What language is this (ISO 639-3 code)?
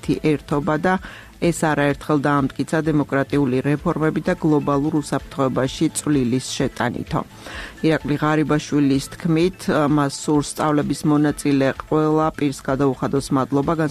kat